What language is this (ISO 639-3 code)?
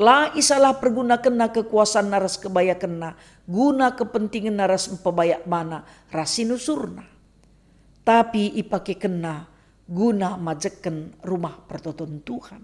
btx